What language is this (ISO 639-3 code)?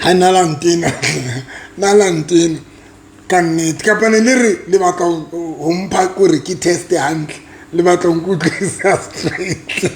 sot